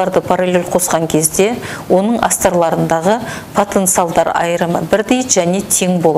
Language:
Kazakh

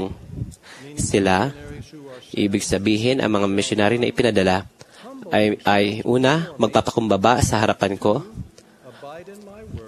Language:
Filipino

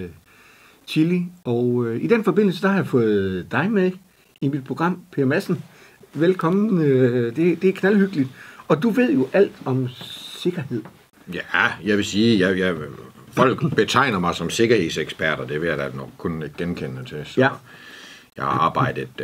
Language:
Danish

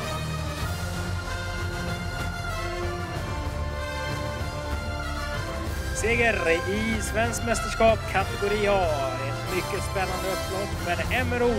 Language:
Swedish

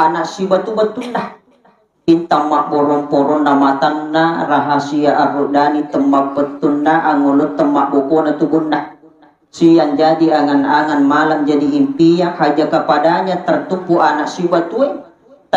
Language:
Buginese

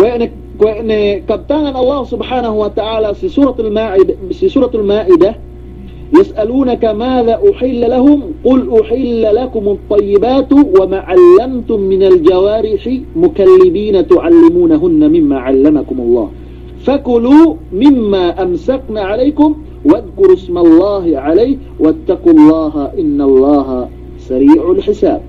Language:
Yakan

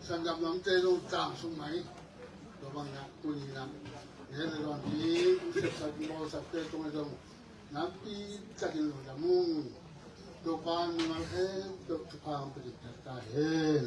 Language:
Tedim Chin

